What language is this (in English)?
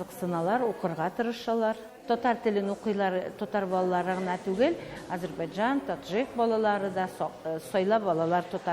Tatar